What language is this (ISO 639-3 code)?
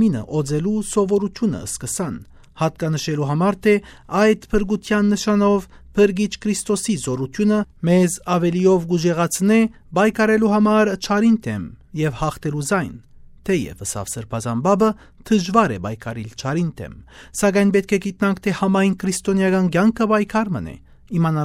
hyw